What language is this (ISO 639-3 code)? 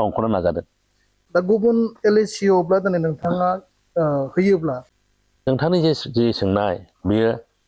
brx